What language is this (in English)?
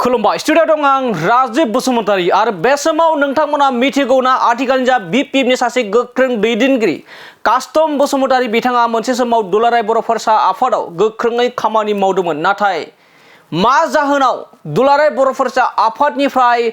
Bodo